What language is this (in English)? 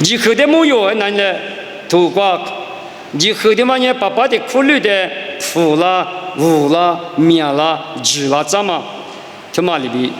Lisu